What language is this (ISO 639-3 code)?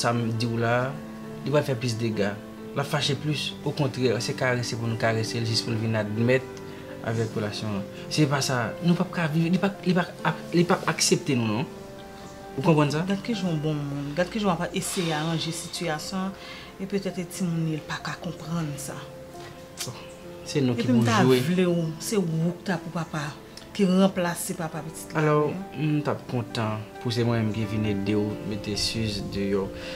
hat